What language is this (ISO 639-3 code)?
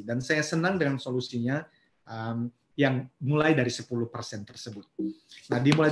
ind